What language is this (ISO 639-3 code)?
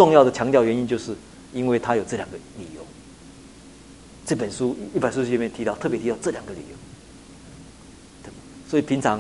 zho